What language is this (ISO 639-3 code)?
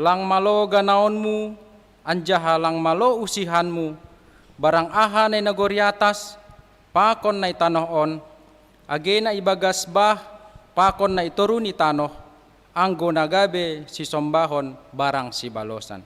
bts